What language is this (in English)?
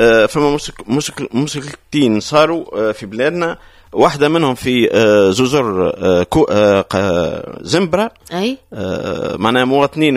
Tunisian Arabic